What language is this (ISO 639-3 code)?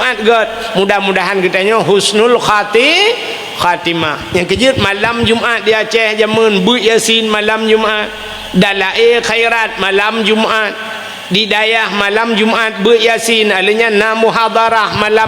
ace